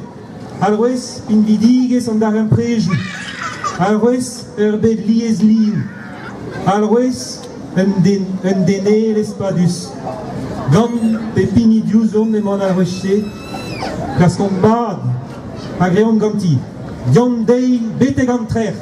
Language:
Breton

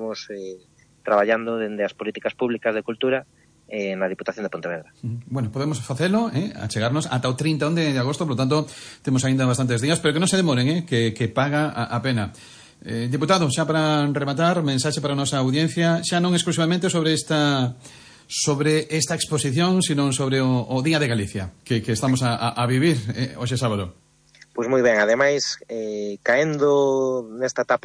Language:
Galician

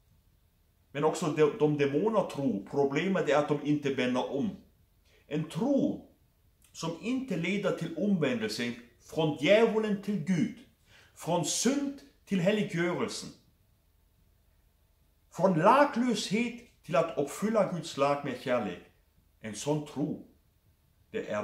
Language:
Norwegian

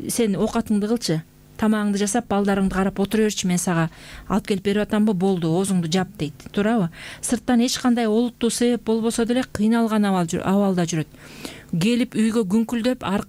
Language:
Kyrgyz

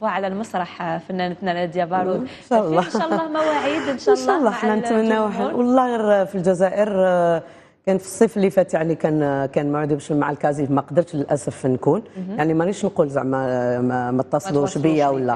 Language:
Algerian Arabic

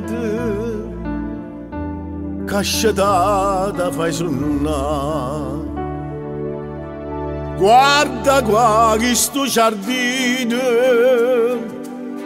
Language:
Italian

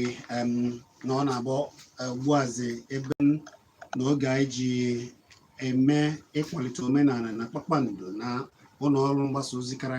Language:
Igbo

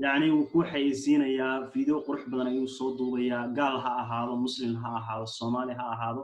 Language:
Somali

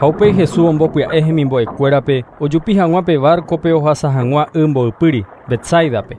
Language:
Guarani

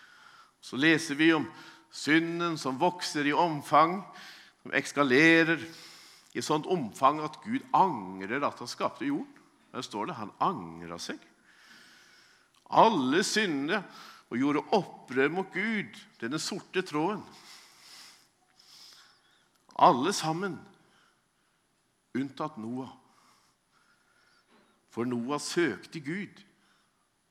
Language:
Norwegian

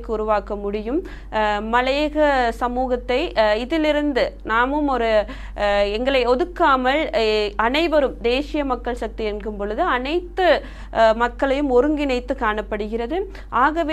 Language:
Tamil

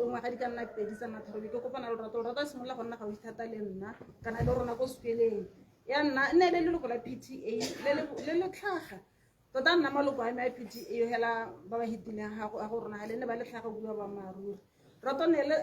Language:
Tswana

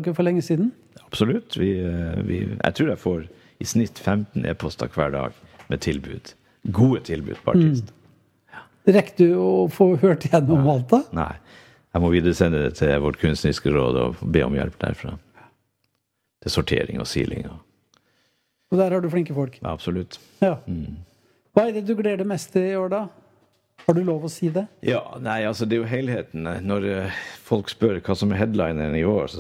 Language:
Norwegian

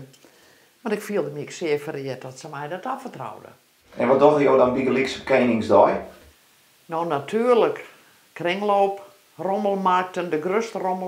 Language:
Western Frisian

